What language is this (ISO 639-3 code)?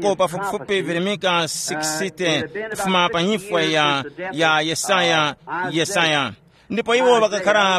tum